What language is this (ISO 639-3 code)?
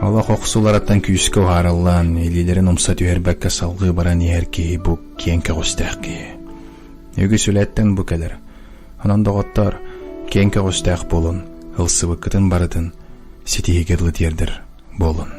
sah